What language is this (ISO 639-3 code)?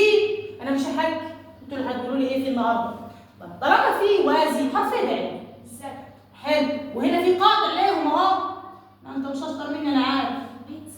arz